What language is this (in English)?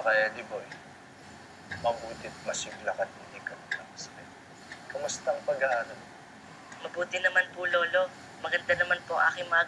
Filipino